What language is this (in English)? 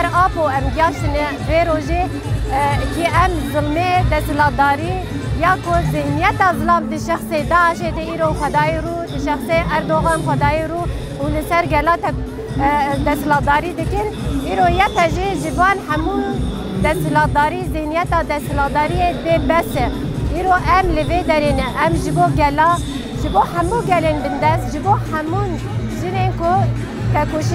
Kurdish